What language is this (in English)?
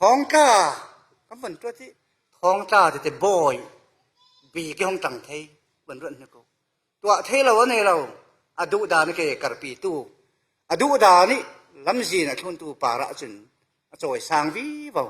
Falam Chin